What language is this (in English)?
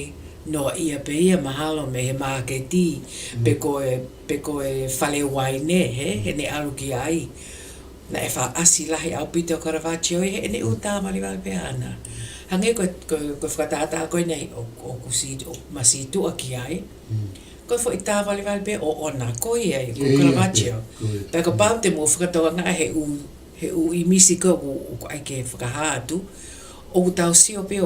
Tongan